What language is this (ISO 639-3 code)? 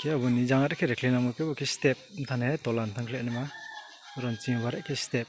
ria